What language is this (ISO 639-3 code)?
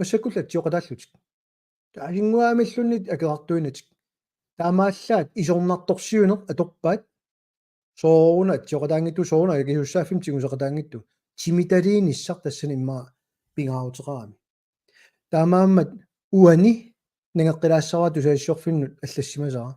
kal